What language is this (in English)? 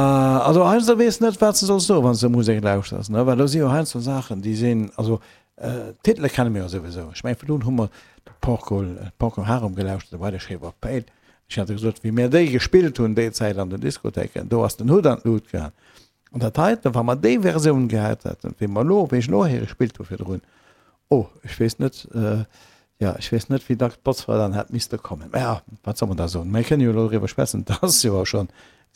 Luxembourgish